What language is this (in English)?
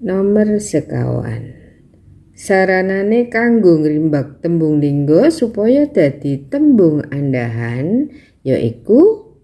Javanese